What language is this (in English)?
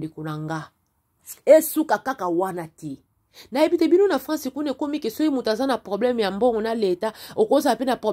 Lingala